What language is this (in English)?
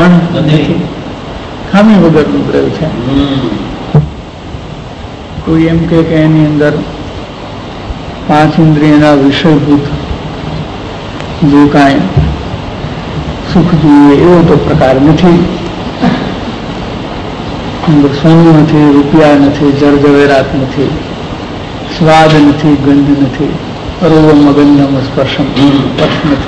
Gujarati